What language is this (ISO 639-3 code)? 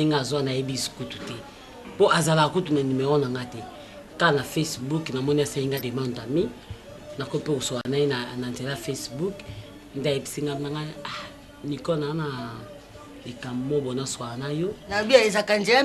lin